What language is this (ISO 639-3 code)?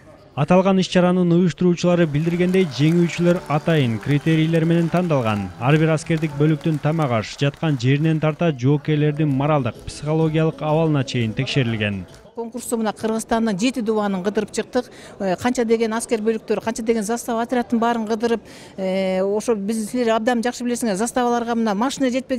kir